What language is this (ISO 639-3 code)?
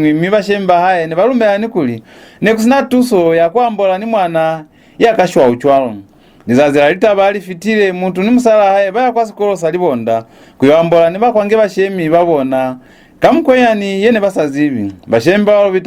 loz